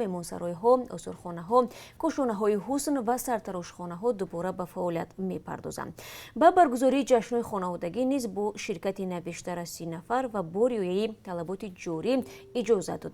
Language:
Tajik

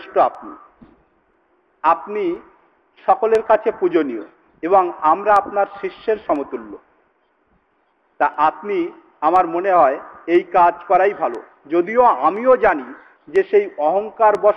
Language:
Bangla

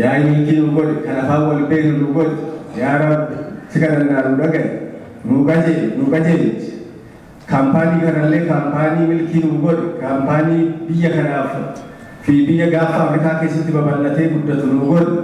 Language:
Oromo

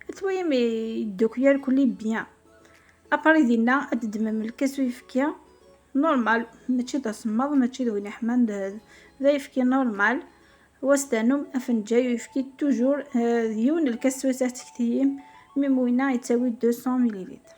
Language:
Kabyle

